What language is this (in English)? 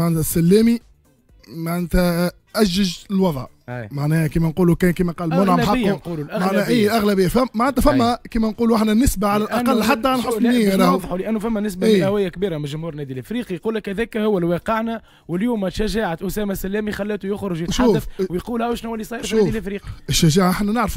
Tunisian Arabic